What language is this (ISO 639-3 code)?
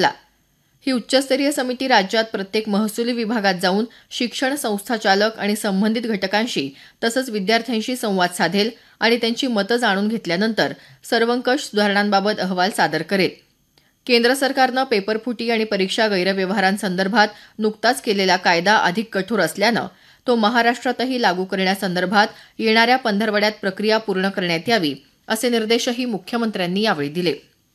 mar